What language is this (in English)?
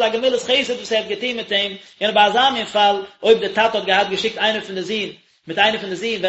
Yiddish